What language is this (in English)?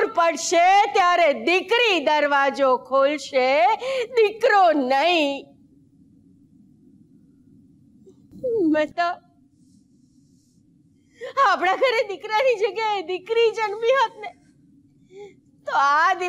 Gujarati